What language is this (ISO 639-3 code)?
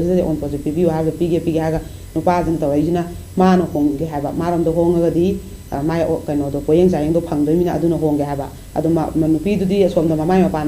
mni